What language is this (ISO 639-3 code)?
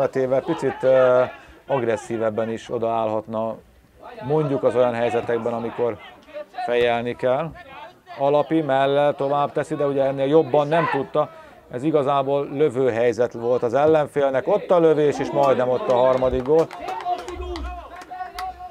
hun